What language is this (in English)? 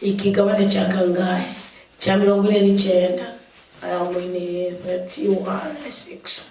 Rundi